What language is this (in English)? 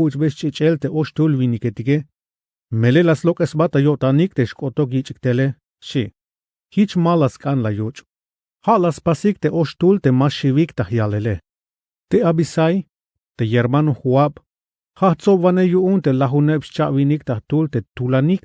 Tzeltal